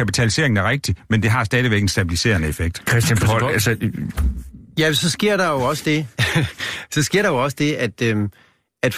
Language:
Danish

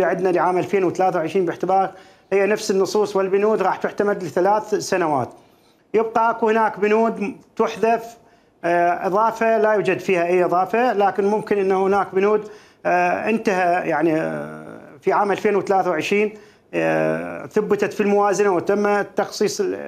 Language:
Mesopotamian Arabic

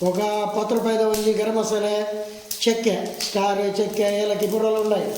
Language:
Tulu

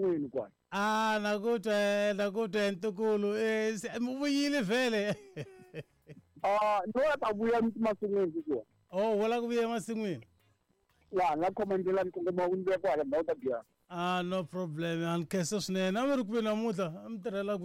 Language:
Tsonga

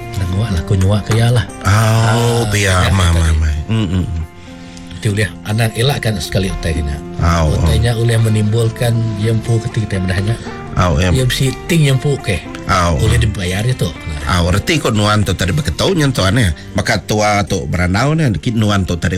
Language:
Iban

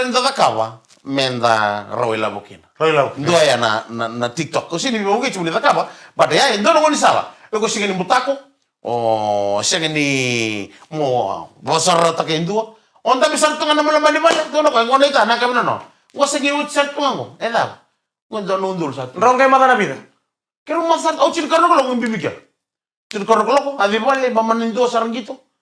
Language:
Fijian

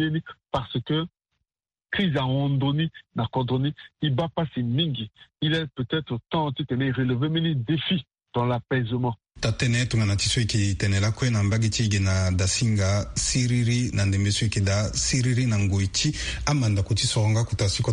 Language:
Sango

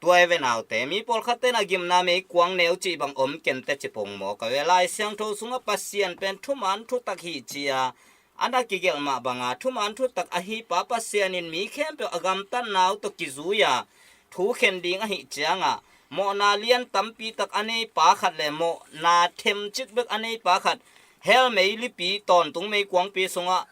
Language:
Tedim Chin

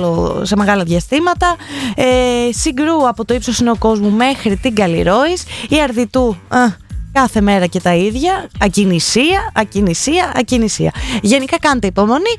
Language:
Greek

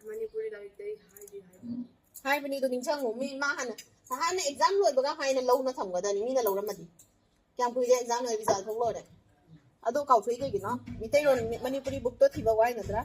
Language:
Manipuri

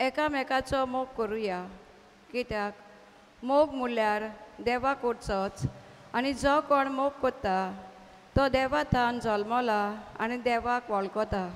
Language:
Konkani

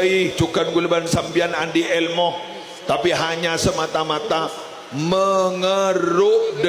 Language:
Madurese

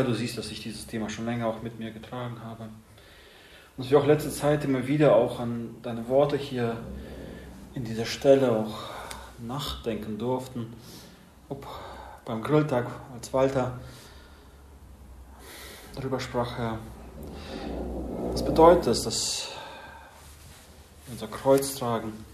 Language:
German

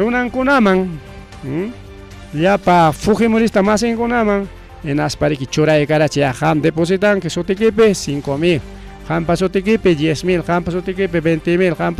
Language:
Ayacucho Quechua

